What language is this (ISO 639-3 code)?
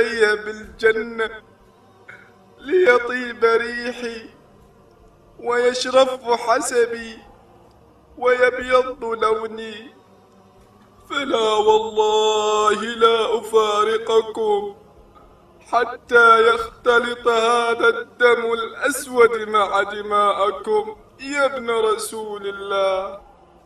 ara